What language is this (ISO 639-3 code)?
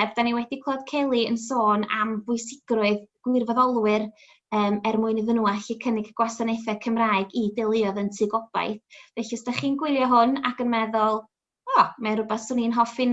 cym